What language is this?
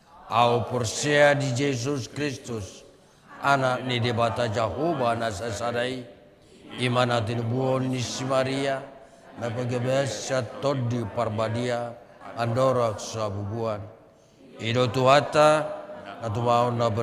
Batak Toba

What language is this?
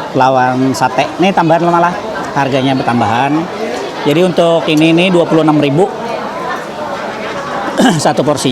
Banjar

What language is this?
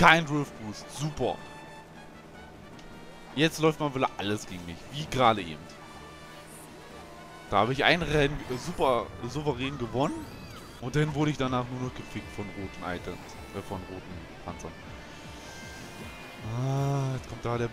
German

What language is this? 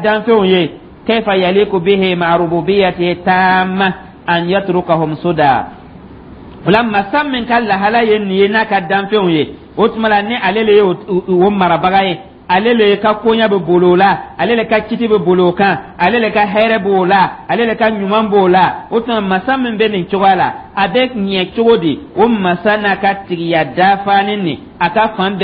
Dyula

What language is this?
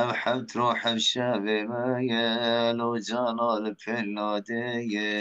Kurdish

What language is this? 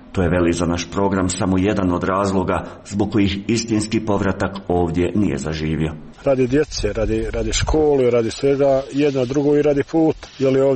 Croatian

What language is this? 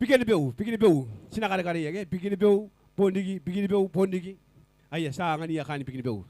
Gilbertese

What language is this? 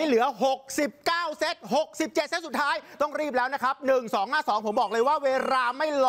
Thai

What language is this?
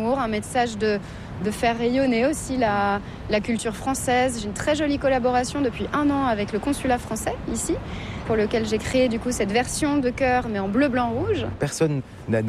French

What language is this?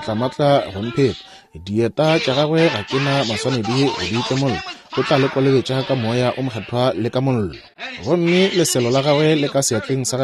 Northern Sotho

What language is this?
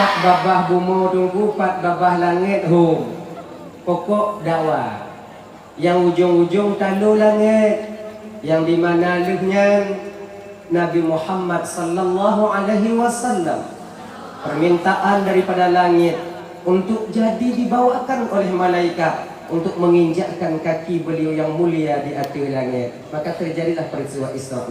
Achinese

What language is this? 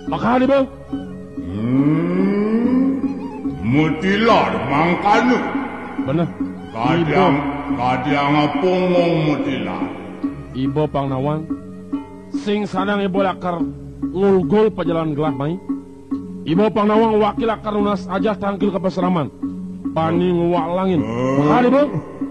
Balinese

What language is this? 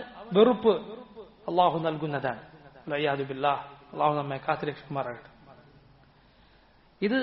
Malayalam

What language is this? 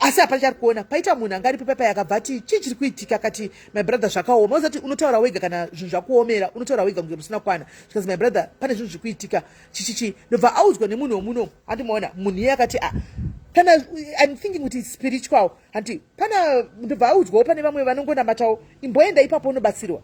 Shona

